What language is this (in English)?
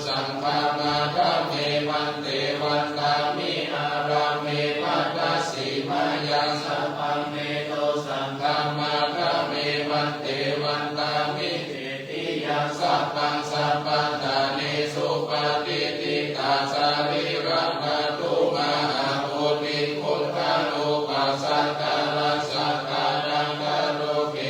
Pali